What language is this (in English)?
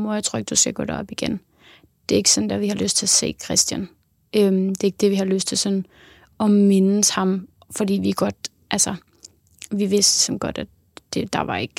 Danish